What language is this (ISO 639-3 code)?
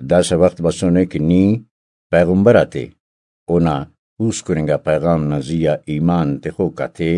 brh